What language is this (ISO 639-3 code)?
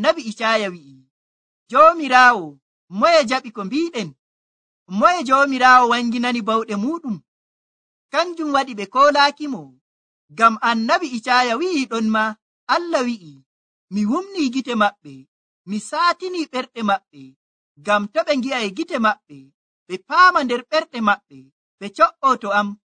fuv